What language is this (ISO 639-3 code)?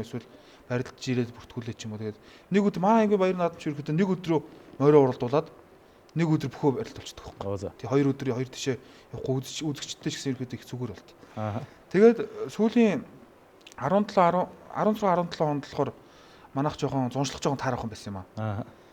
mon